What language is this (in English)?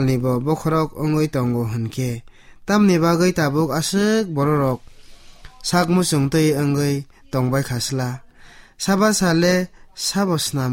Kok Borok